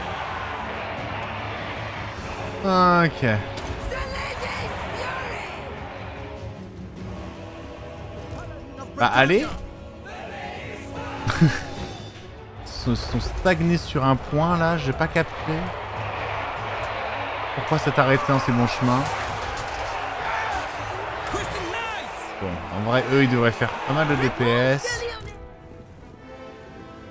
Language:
French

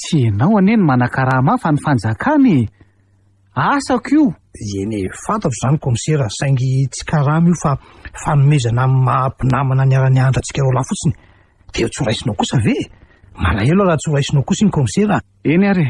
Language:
Malagasy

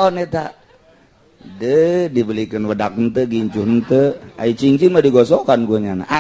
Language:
Sundanese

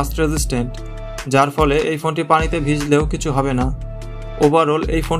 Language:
Bangla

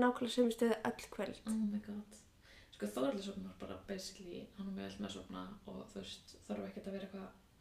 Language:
Icelandic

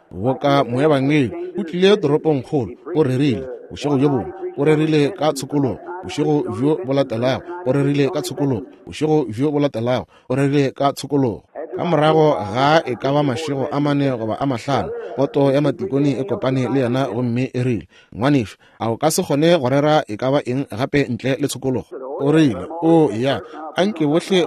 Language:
Northern Sotho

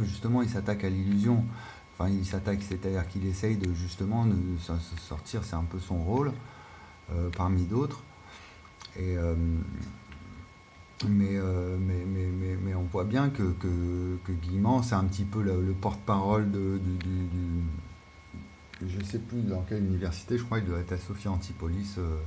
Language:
French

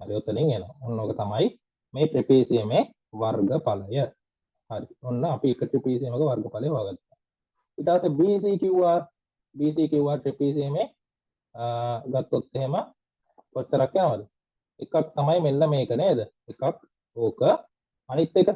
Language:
Sinhala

